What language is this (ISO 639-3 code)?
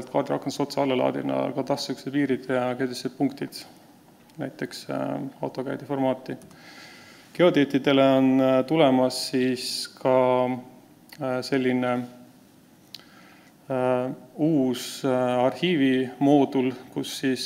est